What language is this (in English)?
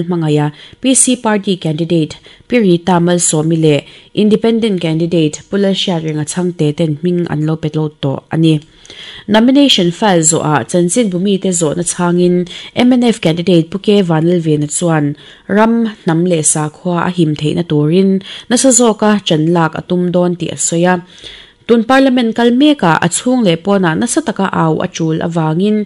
Mizo